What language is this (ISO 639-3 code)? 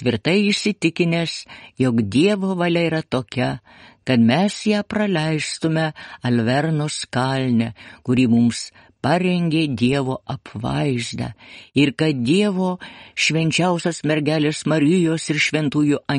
lit